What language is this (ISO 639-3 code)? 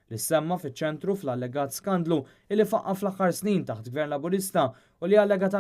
mlt